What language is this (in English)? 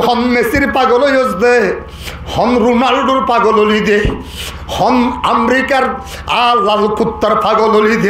Rohingya